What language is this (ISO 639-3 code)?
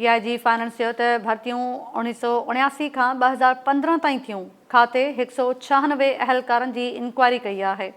snd